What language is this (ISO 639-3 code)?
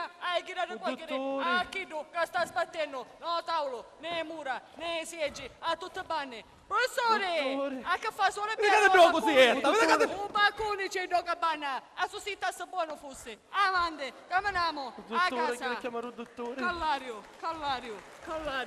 scn